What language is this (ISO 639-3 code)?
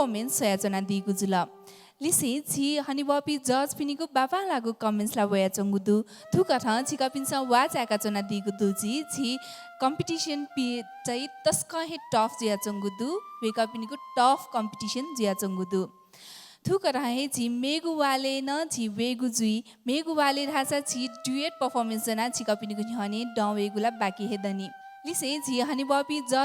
new